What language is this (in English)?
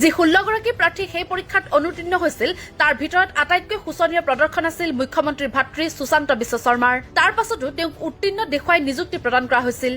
Assamese